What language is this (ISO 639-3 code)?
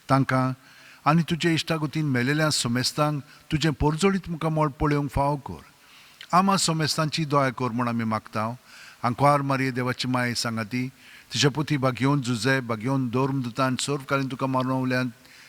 kok